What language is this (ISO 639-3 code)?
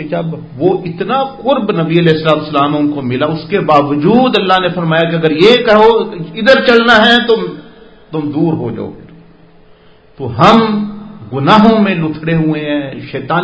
urd